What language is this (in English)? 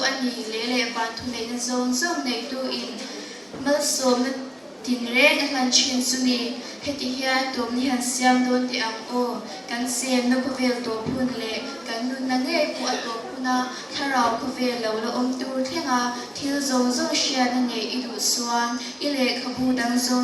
Mizo